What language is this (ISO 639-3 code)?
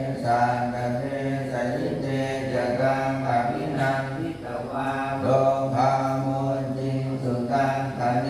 pli